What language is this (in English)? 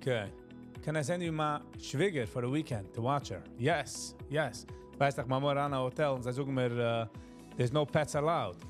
Yiddish